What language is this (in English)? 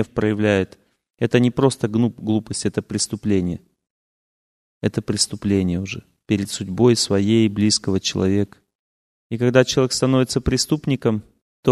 Russian